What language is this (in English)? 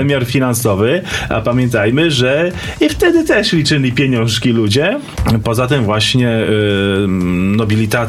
Polish